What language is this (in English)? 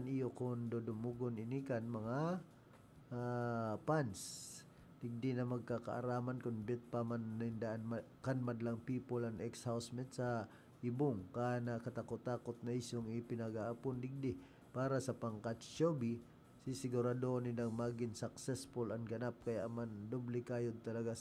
Bikol